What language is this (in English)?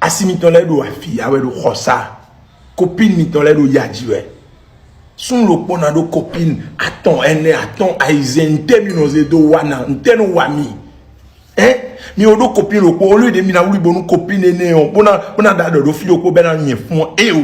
Fon